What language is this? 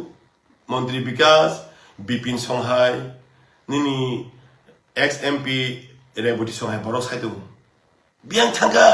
Kok Borok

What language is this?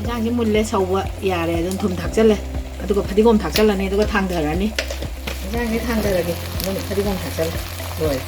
Manipuri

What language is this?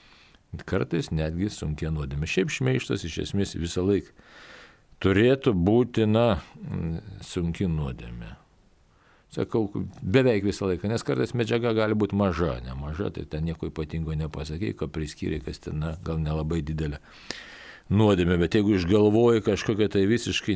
Lithuanian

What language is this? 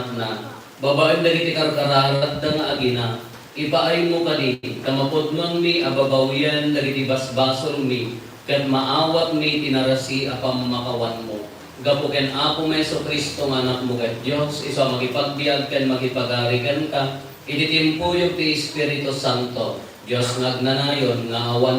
Iloko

